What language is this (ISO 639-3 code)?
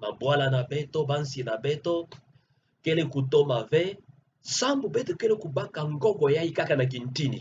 ktu